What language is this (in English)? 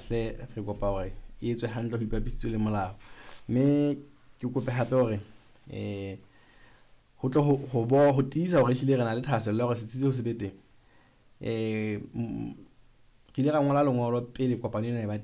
Southern Sotho